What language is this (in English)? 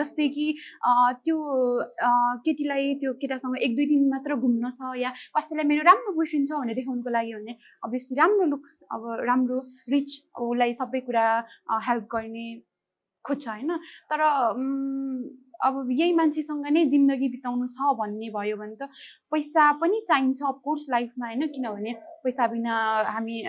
Nepali